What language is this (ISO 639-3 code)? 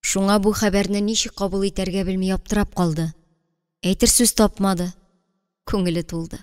tat